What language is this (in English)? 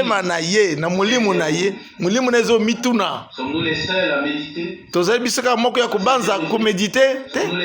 Lingala